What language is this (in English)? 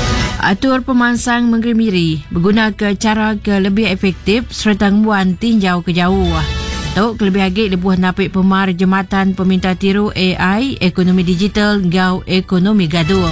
Iban